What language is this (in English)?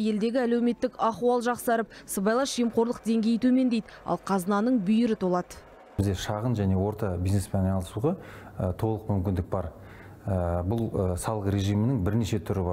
Kazakh